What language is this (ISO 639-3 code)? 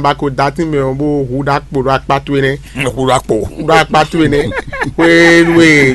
fon